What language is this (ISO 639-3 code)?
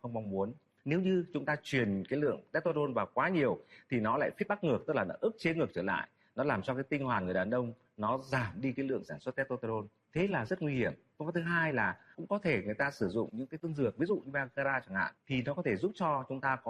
vie